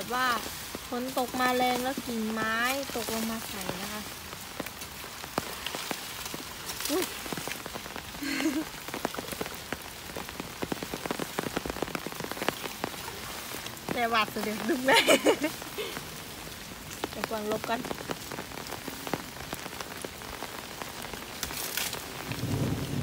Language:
Thai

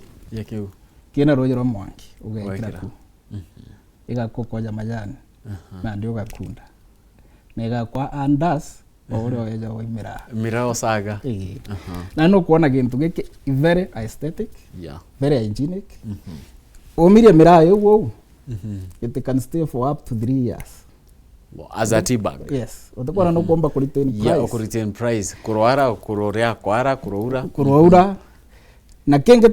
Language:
Meru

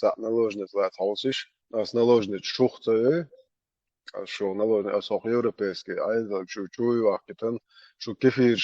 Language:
Chechen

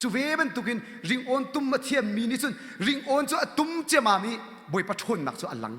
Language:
Hakha Chin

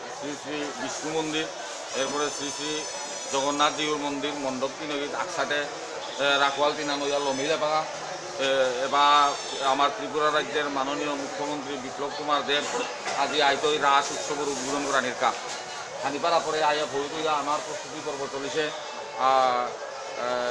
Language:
Bishnupriya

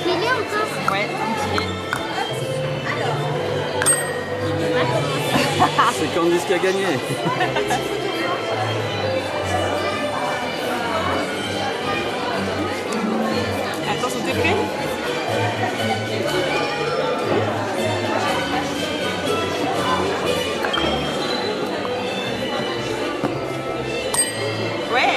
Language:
French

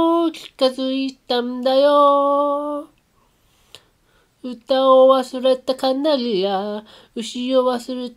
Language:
Japanese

